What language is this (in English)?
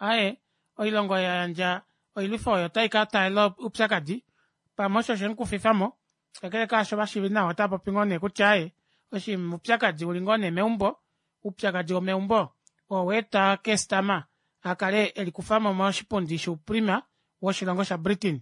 Kuanyama